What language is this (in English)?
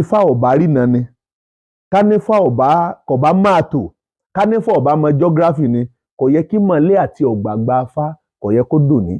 Yoruba